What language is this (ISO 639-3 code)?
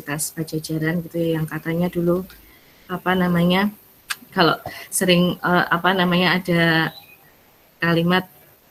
ind